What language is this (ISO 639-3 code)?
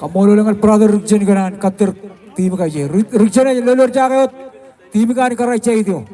mah